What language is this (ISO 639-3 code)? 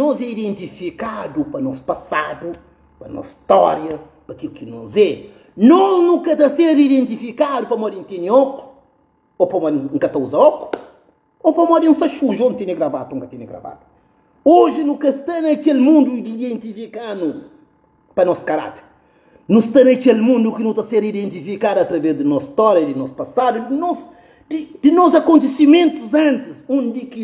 kea